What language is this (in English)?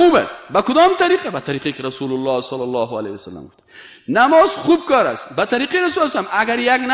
Persian